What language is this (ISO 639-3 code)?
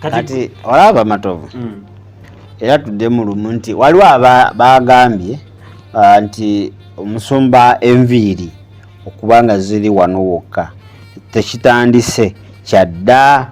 lug